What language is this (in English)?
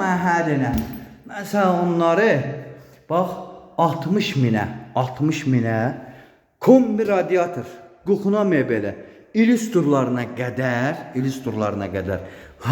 Azerbaijani